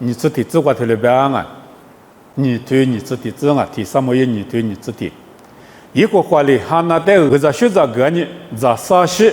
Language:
Lisu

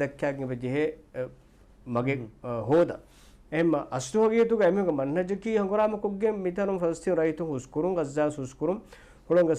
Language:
Divehi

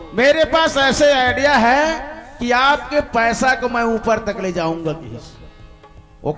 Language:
Chhattisgarhi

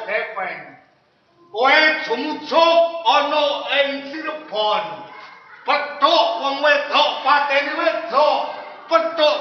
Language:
Javanese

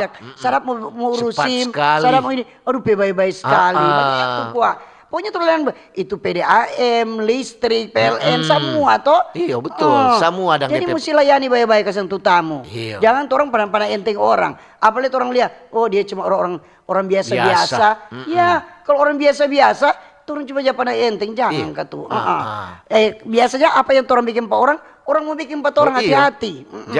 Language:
Manado Malay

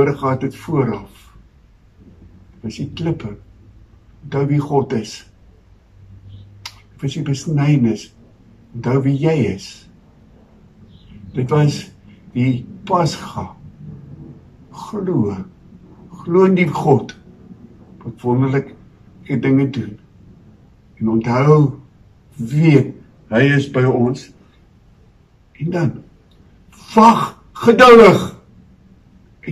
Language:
Afrikaans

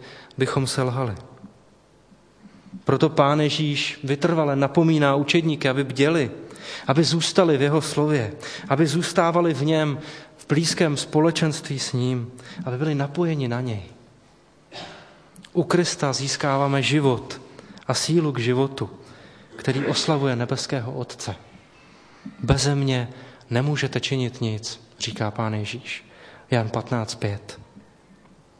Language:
Czech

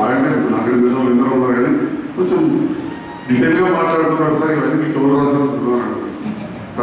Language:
Telugu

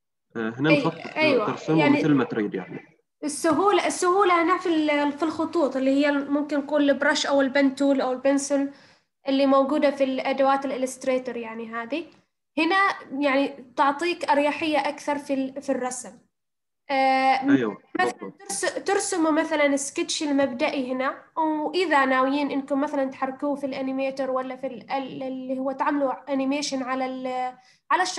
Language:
Arabic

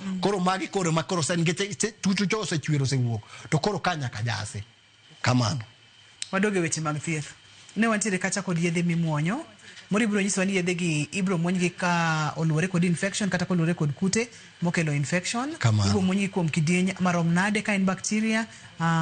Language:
Luo (Kenya and Tanzania)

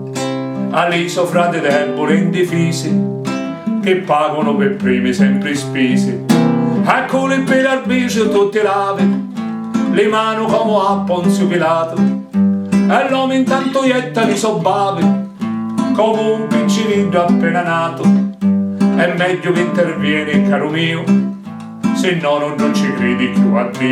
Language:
Sicilian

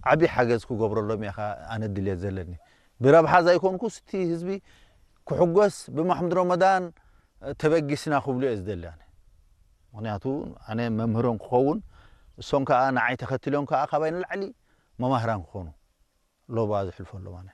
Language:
Tigrinya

